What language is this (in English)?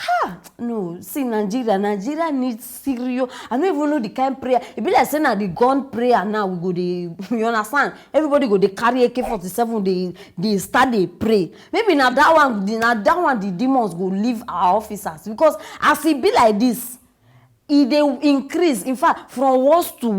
Nigerian Pidgin